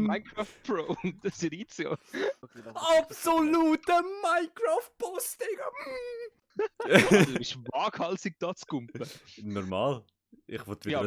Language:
Swiss German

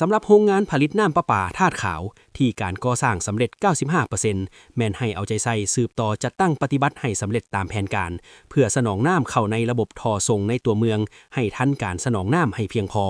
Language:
Lao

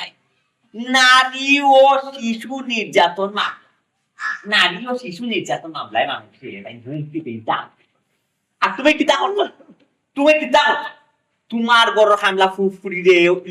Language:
Sylheti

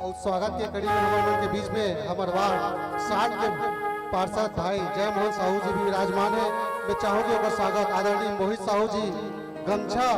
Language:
Chhattisgarhi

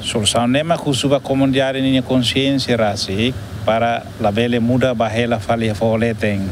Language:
Tetum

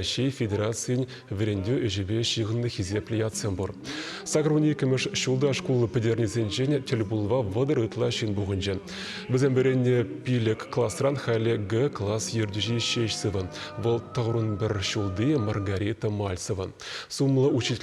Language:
Chuvash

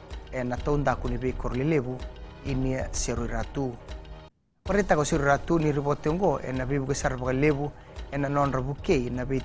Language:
Fijian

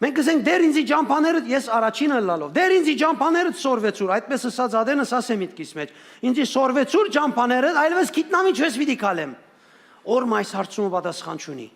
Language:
Western Armenian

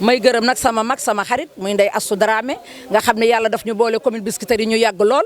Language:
Wolof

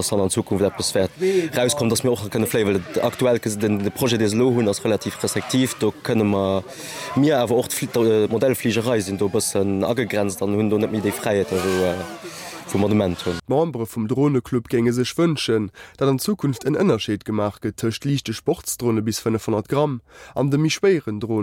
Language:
Luxembourgish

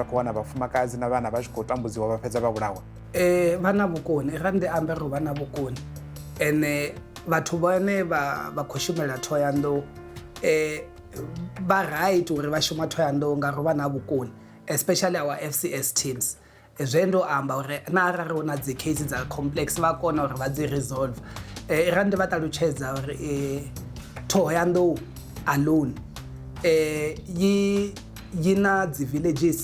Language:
Venda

